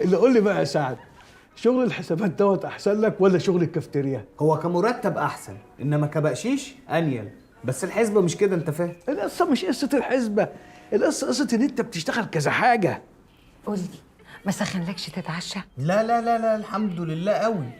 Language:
Egyptian Arabic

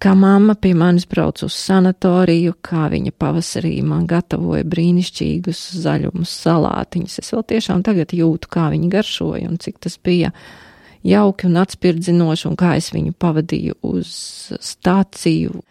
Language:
Latvian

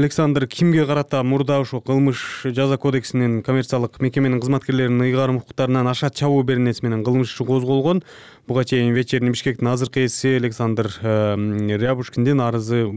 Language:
Kyrgyz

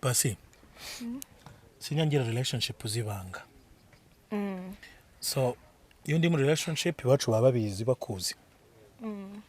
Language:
Kinyarwanda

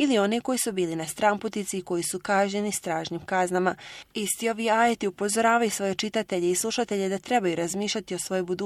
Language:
Bosnian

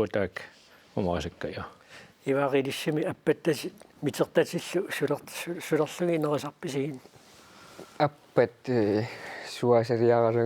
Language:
Kalaallisut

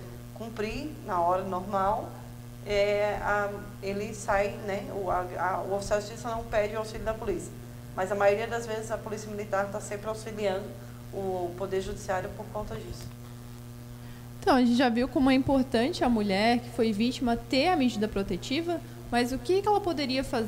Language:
Portuguese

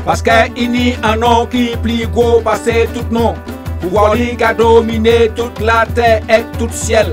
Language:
Guadeloupean Creole French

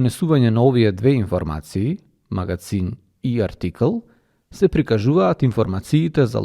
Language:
Macedonian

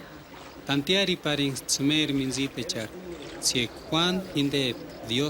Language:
Purepecha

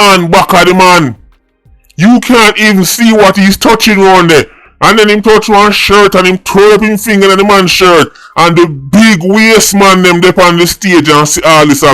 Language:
Jamaican Creole English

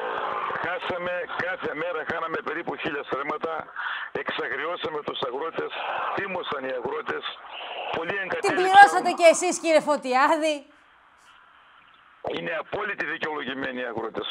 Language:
Greek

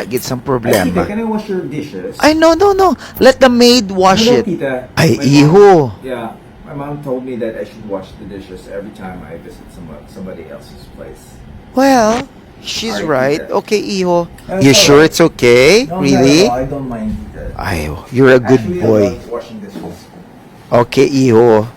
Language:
Hiligaynon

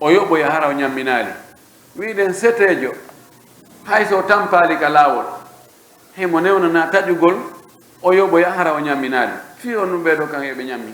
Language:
Pular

